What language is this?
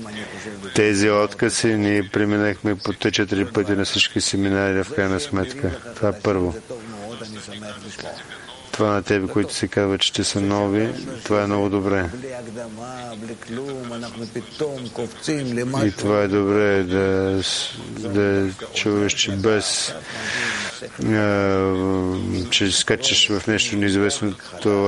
Bulgarian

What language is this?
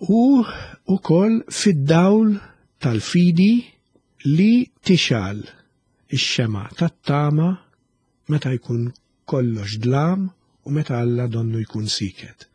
Maltese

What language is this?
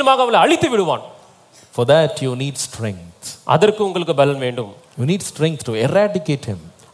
Tamil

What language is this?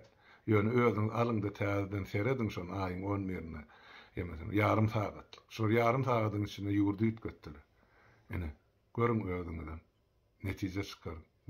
Turkmen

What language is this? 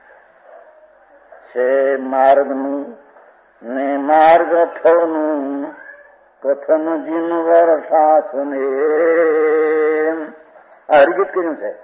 Gujarati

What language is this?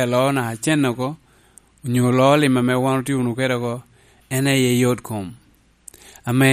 Lango (Uganda)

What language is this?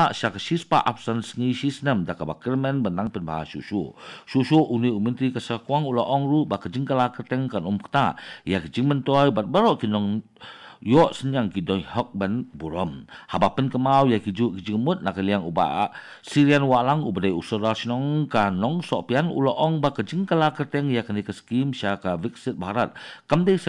Khasi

